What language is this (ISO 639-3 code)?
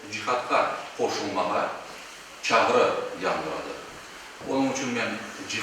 crh